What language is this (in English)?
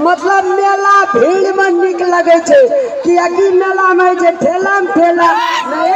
Maithili